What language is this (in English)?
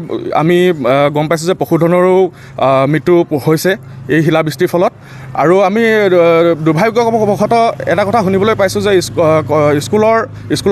Assamese